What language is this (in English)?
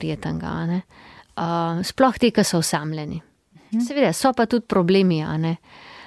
Slovenian